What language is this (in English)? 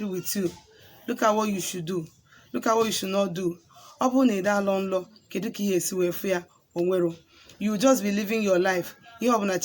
Igbo